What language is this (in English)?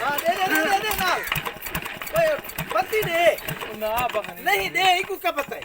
Saraiki